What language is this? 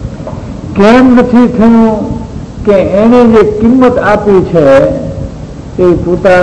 Gujarati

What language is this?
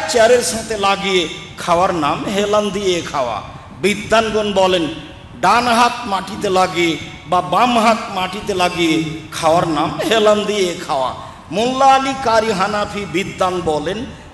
Bangla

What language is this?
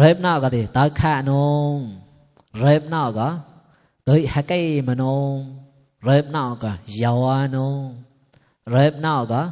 Mon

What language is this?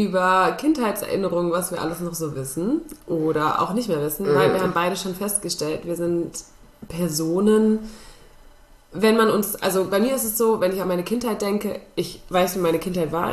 German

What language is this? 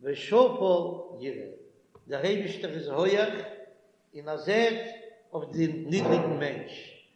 Yiddish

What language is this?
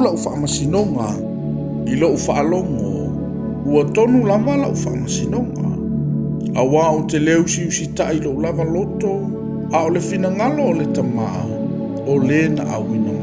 Samoan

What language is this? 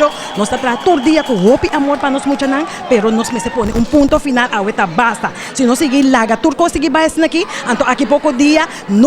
Papiamento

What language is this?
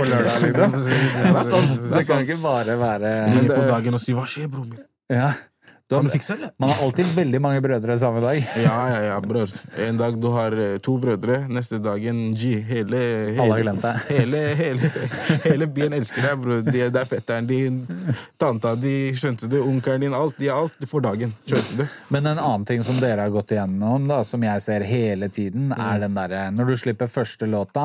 Norwegian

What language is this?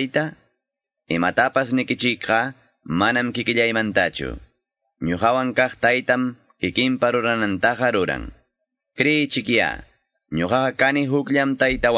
Quechua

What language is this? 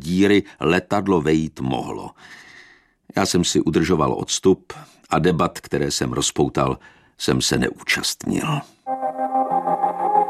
Czech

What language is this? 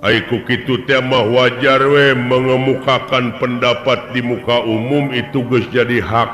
Sundanese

